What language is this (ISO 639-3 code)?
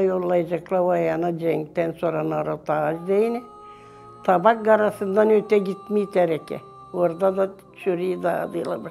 gag